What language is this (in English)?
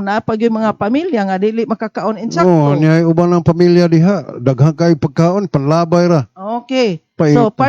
Cebuano